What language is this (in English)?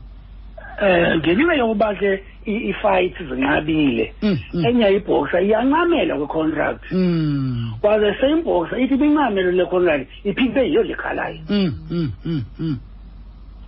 Xhosa